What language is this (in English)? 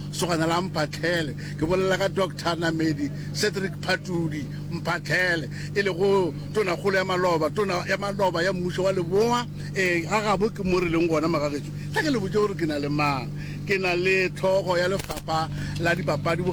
Northern Sotho